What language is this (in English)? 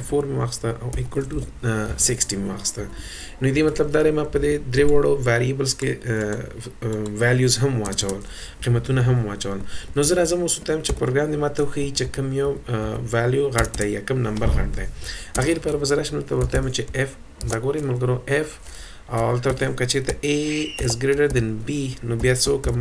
Pashto